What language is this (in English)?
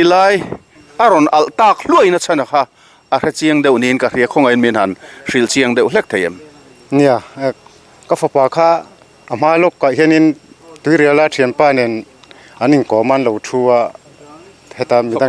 Mizo